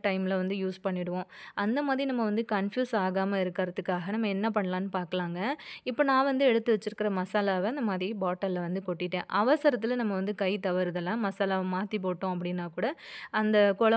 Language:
Tamil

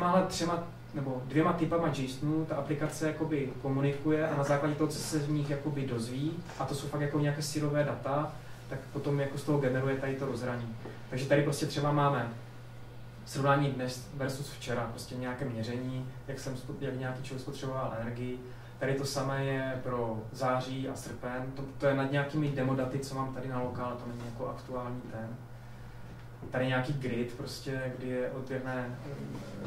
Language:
Czech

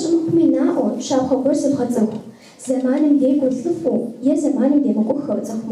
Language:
Kabardian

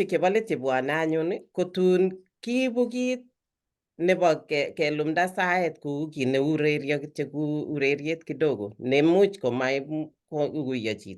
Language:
Kalenjin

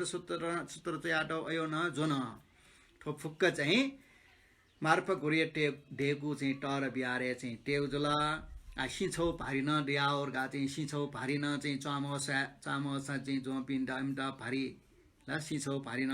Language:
Newari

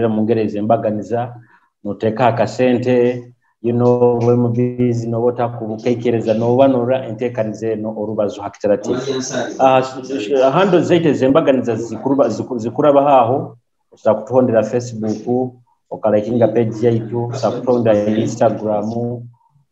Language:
Nyoro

